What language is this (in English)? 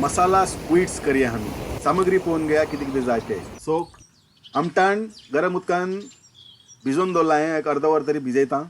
Konkani